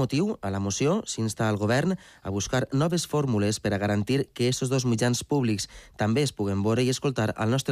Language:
Catalan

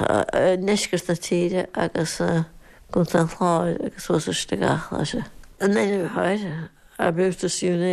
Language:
Irish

